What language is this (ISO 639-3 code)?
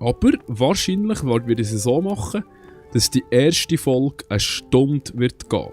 gsw